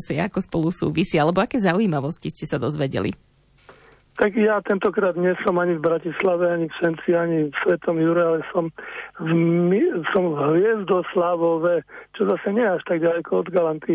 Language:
Slovak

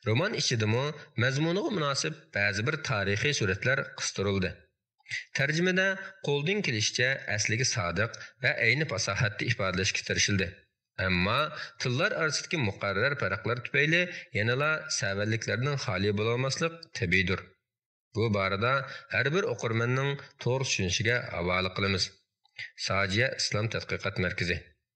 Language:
Uyghur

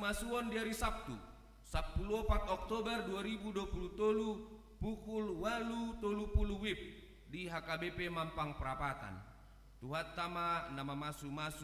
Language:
Batak Toba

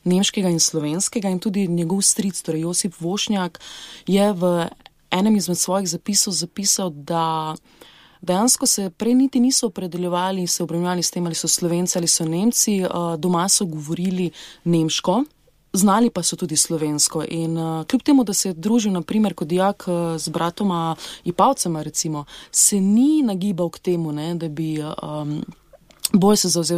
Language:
Slovenian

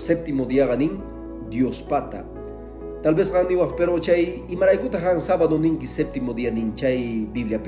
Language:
Quechua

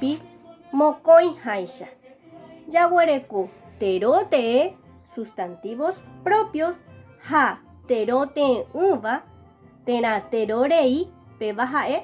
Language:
Guarani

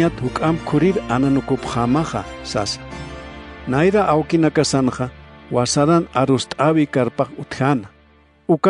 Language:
Aymara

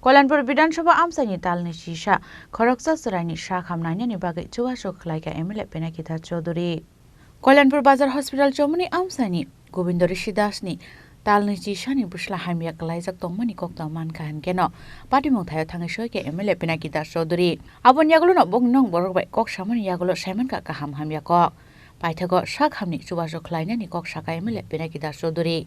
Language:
Kok Borok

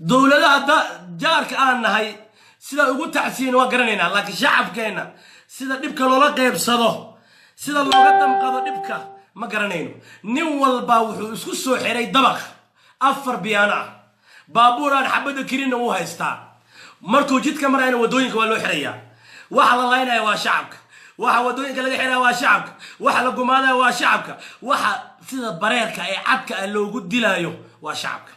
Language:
Somali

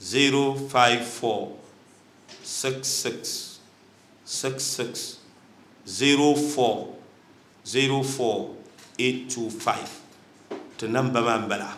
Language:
Dagbani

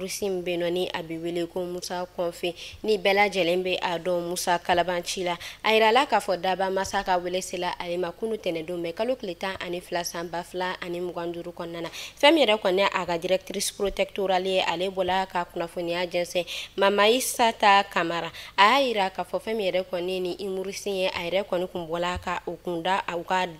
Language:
Bambara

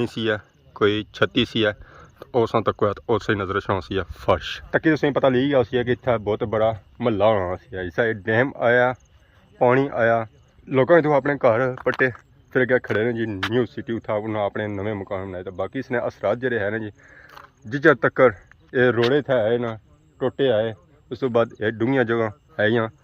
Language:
Pahari-Potwari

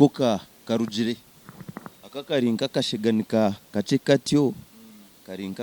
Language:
Nyankole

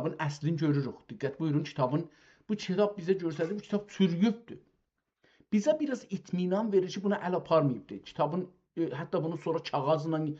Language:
South Azerbaijani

